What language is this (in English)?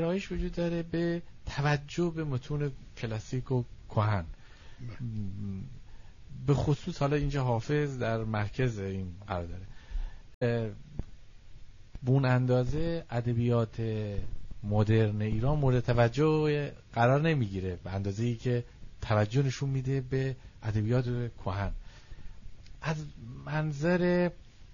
Persian